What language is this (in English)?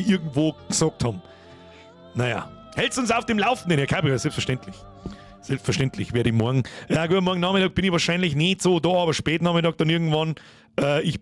Bavarian